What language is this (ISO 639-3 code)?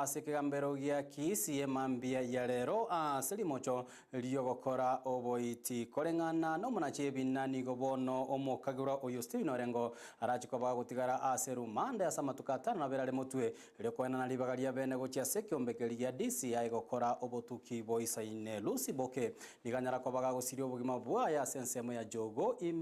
guz